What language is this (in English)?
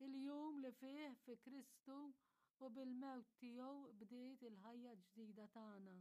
Maltese